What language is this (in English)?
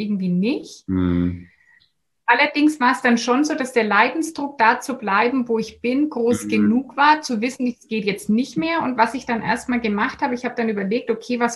German